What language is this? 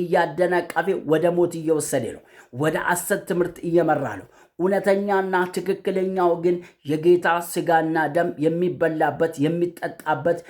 Amharic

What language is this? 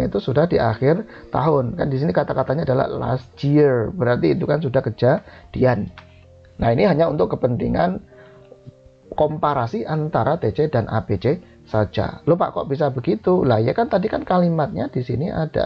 Indonesian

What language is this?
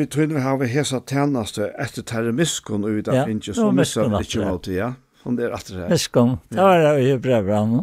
Faroese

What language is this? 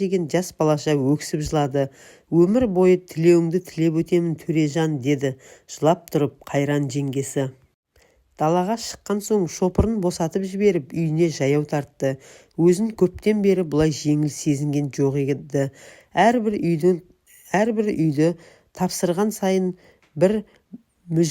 Kazakh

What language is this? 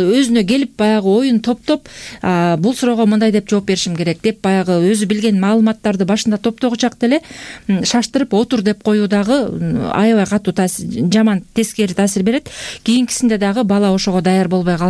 Kyrgyz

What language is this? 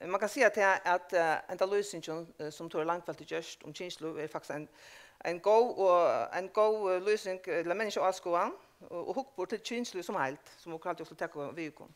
Faroese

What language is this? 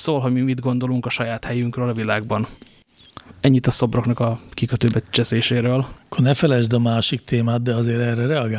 Hungarian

